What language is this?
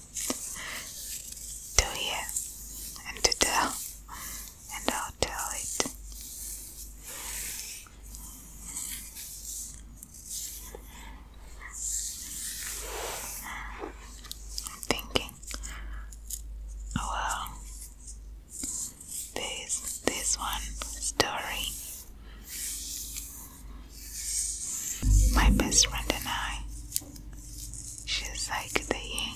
English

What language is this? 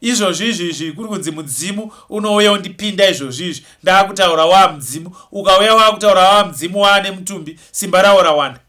Shona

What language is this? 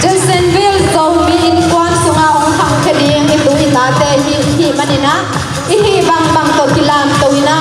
Tedim Chin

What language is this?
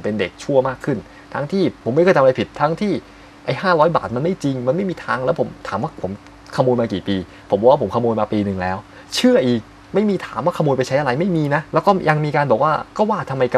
Thai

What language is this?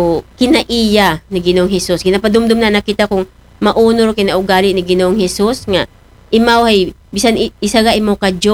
Aklanon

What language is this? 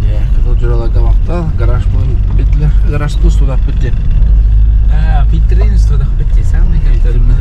Yakut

